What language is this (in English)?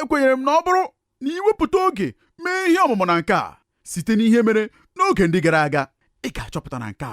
Igbo